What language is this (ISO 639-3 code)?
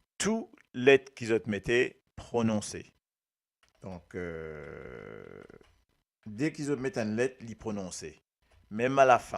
mfe